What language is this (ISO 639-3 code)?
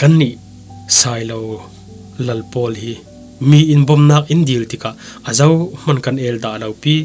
cfm